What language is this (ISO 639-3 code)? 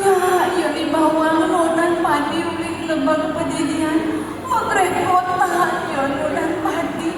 ban